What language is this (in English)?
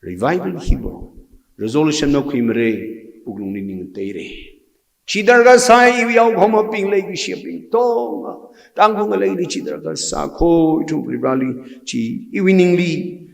Tangkhul Naga (India)